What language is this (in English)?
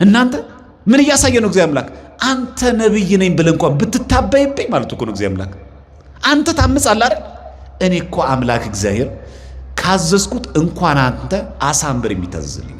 Amharic